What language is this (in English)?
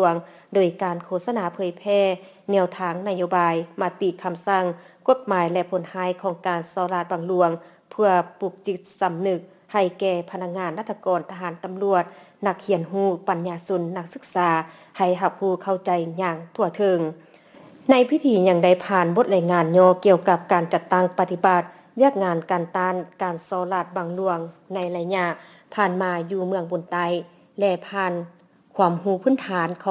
Lao